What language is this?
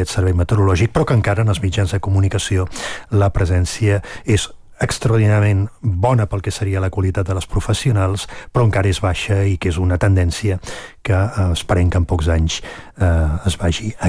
Catalan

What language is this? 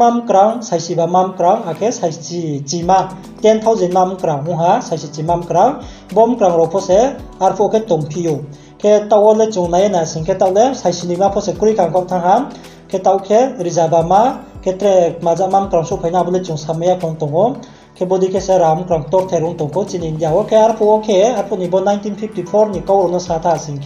Riang (India)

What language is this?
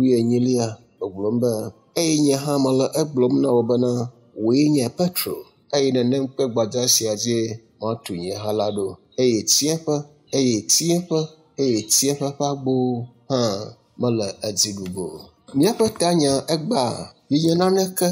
Ewe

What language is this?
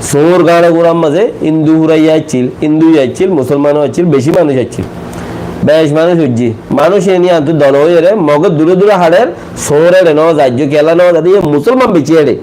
Rohingya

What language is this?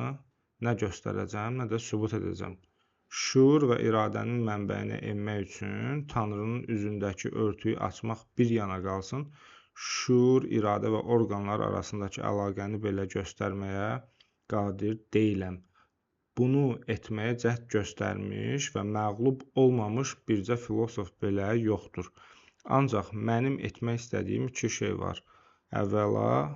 Azerbaijani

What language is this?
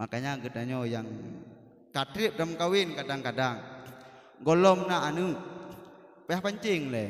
Achinese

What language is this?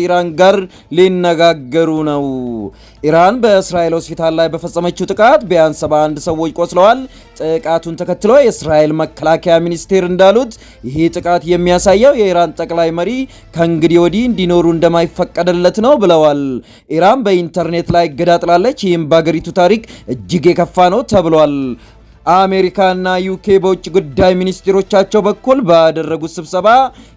Amharic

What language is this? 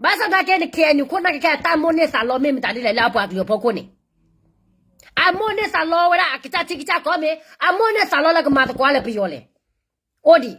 S'gaw Karen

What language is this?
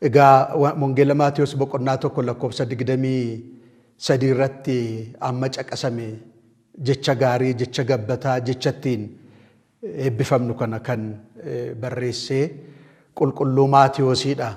Oromo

